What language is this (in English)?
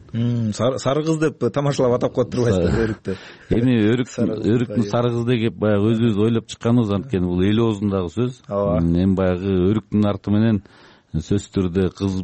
Kyrgyz